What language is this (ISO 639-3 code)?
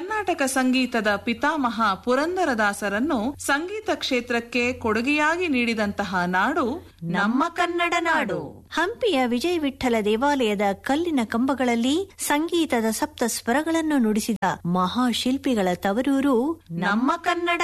kan